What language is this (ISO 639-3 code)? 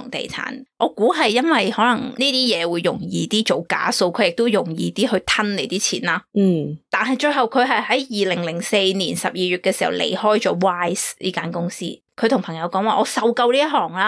yue